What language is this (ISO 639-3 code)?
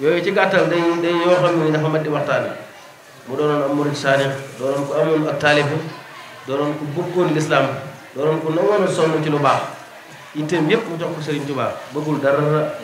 wol